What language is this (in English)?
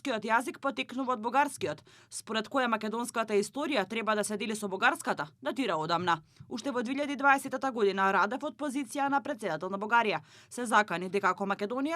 Macedonian